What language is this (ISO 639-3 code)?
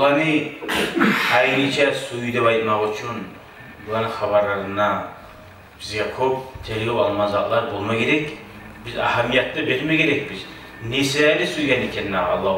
kum